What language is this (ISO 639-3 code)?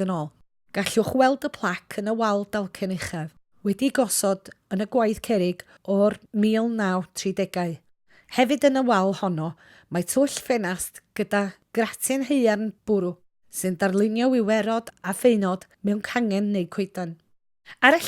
cym